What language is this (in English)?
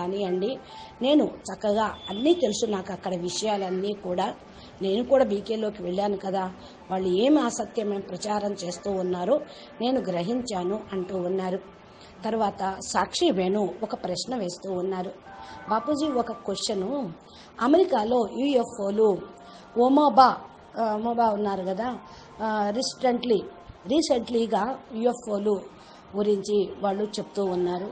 Telugu